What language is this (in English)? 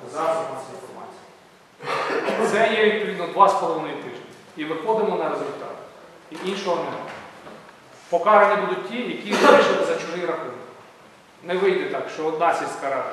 Ukrainian